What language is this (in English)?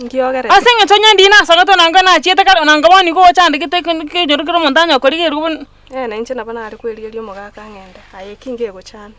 Gusii